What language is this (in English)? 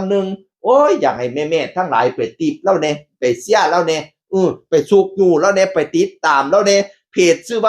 Northeastern Thai